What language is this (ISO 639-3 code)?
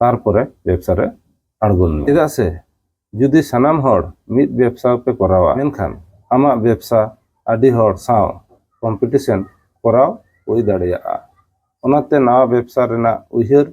sat